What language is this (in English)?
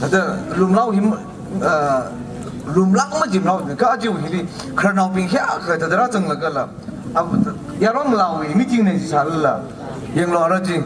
Tangkhul Naga (India)